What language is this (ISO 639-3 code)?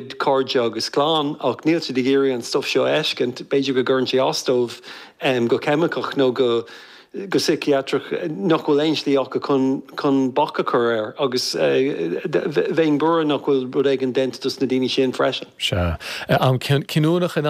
gle